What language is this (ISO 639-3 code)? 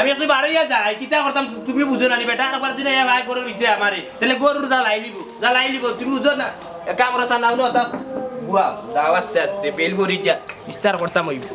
syl